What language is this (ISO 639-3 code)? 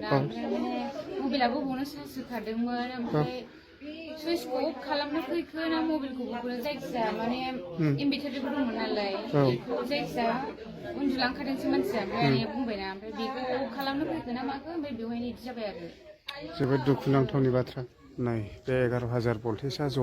brx